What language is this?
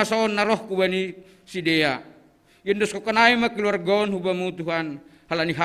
Batak Simalungun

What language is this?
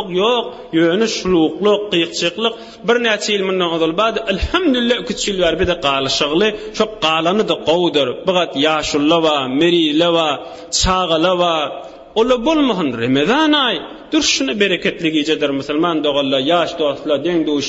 Turkmen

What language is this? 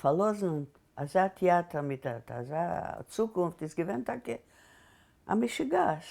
Yiddish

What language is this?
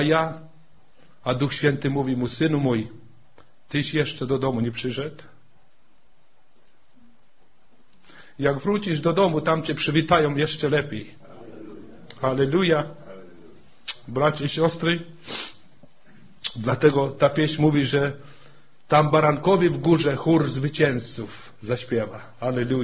Polish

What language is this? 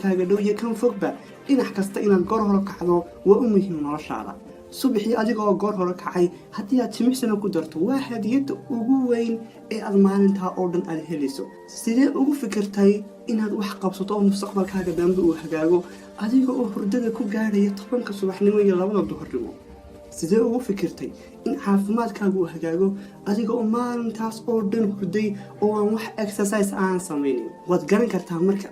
Somali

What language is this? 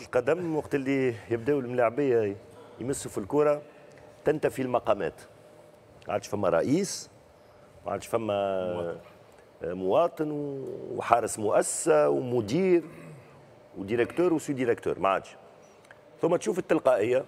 Tunisian Arabic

